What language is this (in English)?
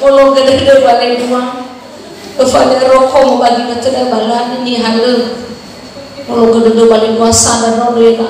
Nias